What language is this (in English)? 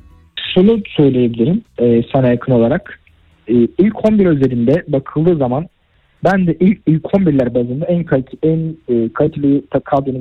Turkish